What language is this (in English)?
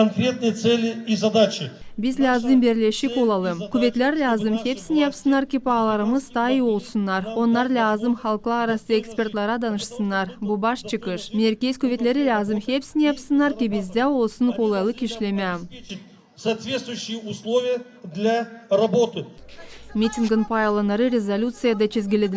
Gagauz